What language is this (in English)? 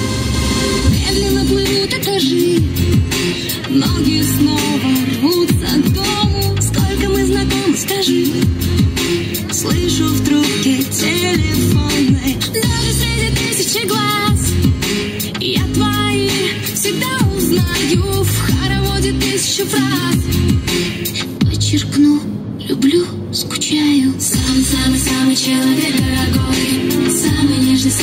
Russian